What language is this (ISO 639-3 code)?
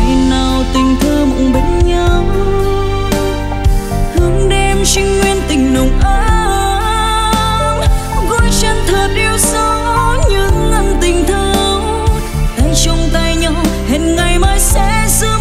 vie